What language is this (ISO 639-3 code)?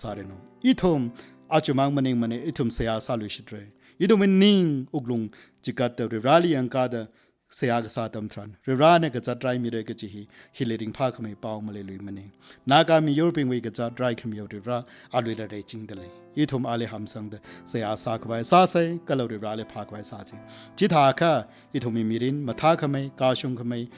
nmf